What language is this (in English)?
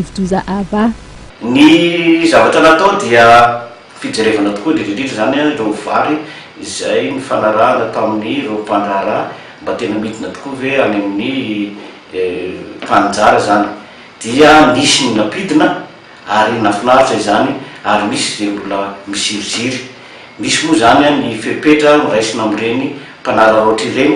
Malagasy